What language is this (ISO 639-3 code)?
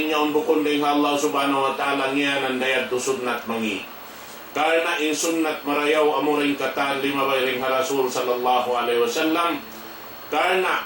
tsg